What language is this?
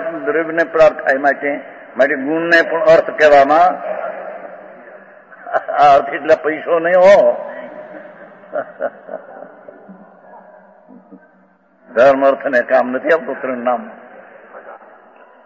Gujarati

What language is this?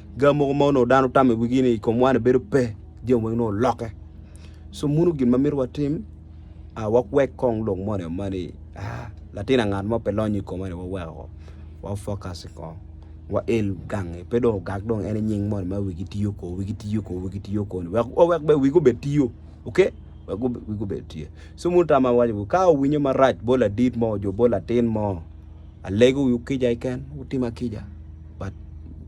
Acoli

